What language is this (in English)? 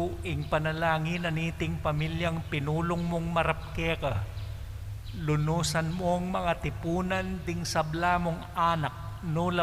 Pampanga